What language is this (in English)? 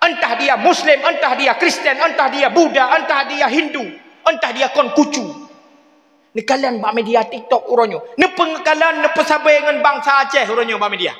Achinese